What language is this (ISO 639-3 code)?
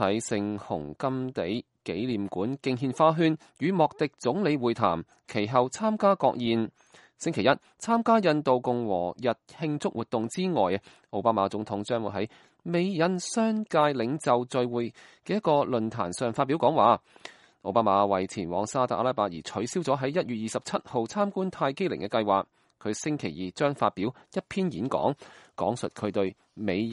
yue